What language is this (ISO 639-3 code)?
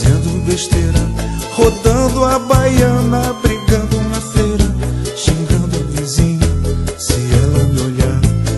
por